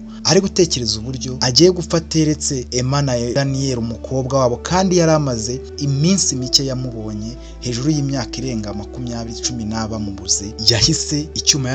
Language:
Kinyarwanda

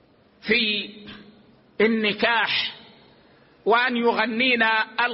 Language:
Arabic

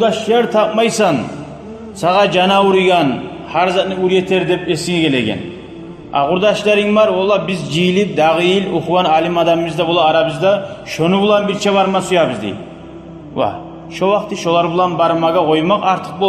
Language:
Kumyk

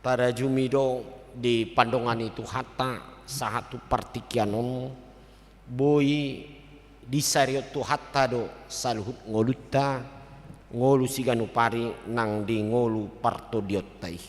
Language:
Batak Toba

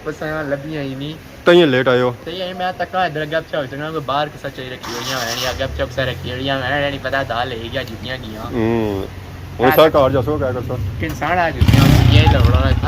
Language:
Pahari-Potwari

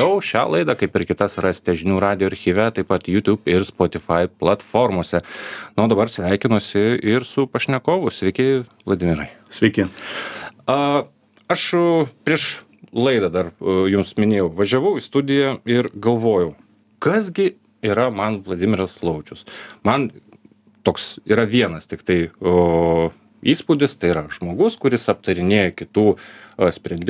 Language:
Lithuanian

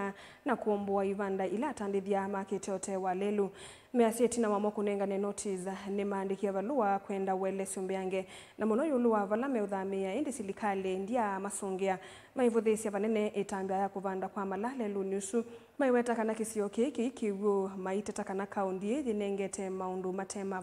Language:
Kamba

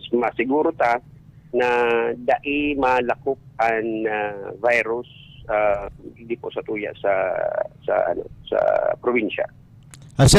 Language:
Bikol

